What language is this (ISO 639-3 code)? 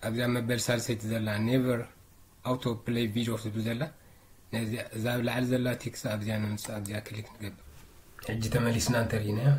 tir